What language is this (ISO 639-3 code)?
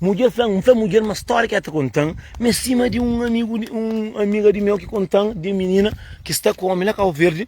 kea